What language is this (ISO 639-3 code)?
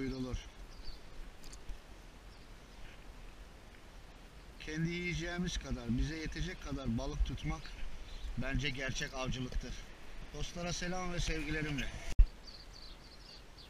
tur